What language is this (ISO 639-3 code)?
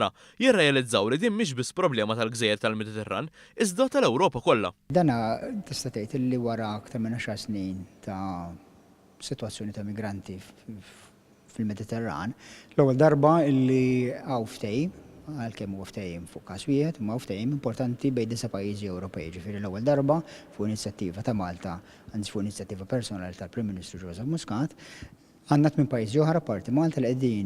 mlt